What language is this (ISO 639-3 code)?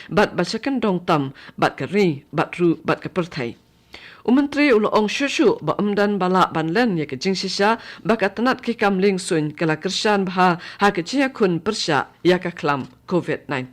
kha